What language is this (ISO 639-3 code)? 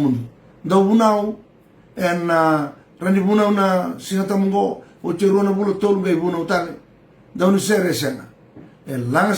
fij